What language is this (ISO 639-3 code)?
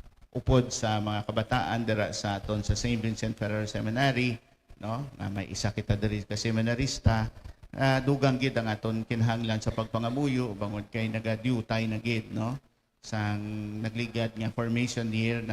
hil